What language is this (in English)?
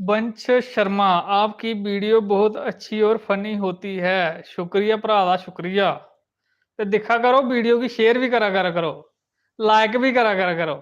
Dogri